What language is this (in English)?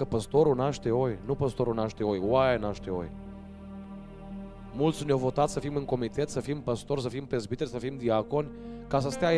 Romanian